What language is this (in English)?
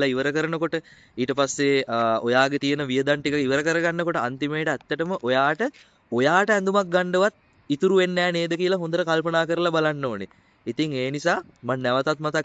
Sinhala